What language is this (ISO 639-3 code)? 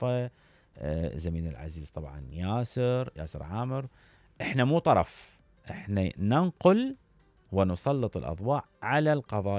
acm